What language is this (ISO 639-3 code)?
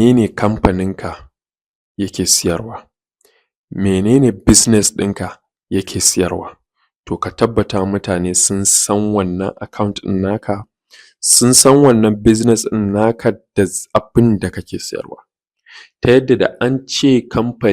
hau